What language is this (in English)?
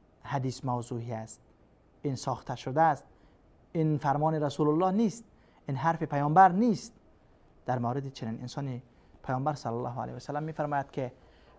Persian